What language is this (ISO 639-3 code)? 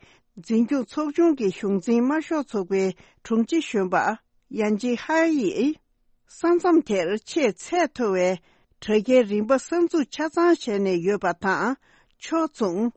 bod